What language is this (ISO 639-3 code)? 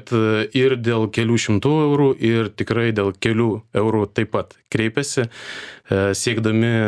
lit